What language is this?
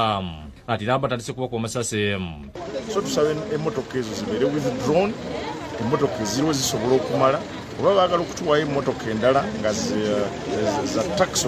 Ganda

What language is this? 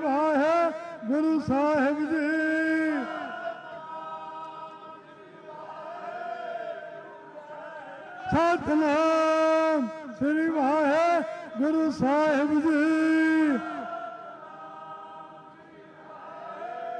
Punjabi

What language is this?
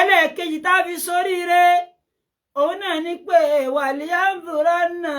Yoruba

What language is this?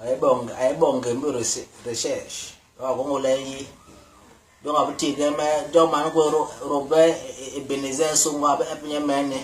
Basaa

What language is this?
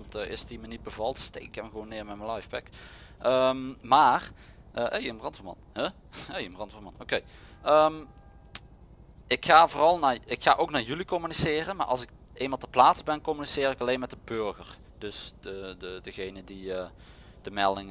Dutch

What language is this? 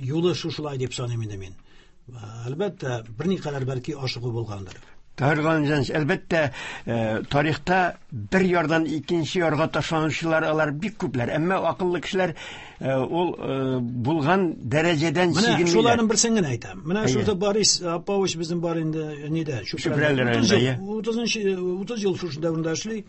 Tatar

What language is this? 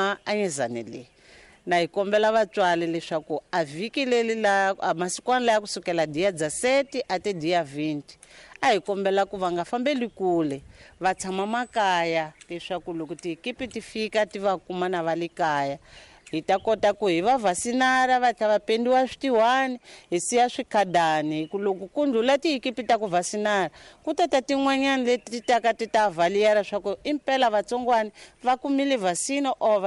Tsonga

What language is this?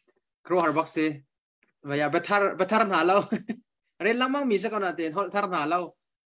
Hakha Chin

